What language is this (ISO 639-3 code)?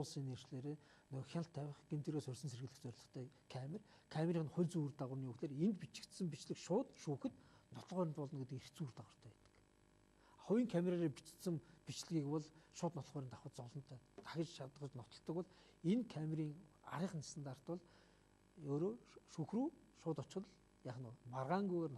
mon